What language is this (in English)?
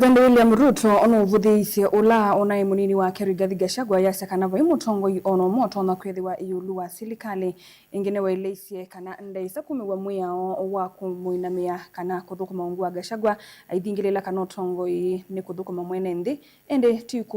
Kamba